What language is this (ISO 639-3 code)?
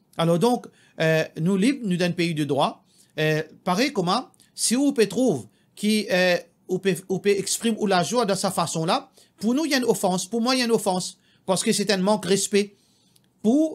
mfe